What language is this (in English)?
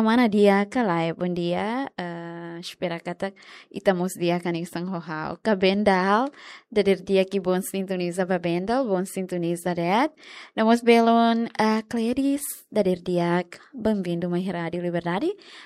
Tetum